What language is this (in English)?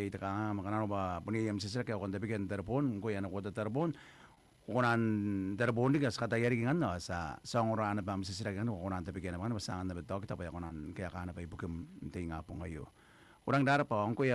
Gilbertese